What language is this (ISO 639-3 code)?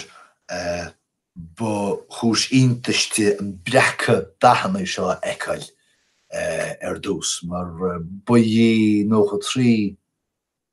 gle